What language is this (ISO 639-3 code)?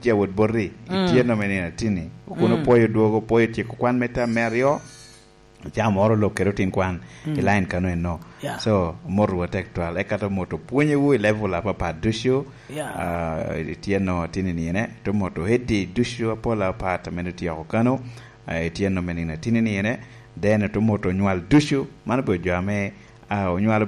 laj